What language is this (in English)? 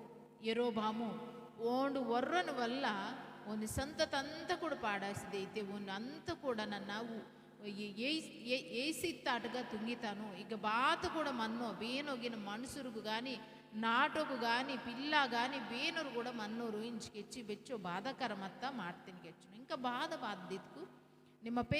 Koya